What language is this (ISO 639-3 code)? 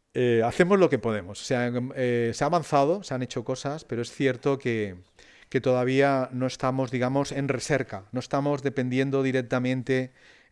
cat